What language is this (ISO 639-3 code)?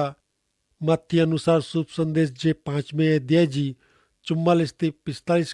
kfr